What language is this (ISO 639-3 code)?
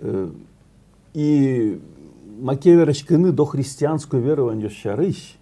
udm